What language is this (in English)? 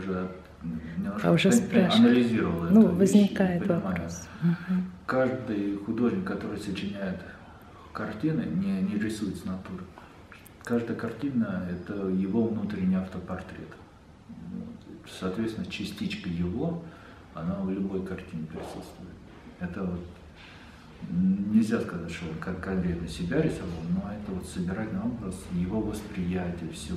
Russian